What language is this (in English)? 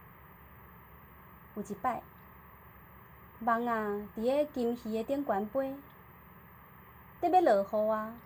Min Nan Chinese